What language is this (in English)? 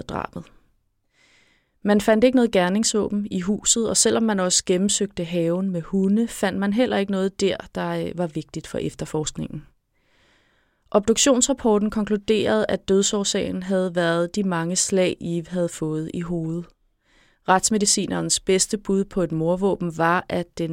Danish